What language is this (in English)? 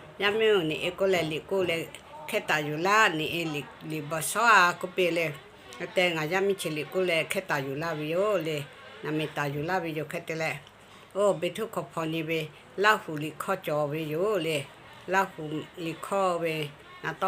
Lahu